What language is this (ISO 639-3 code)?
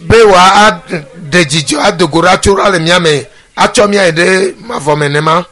ewe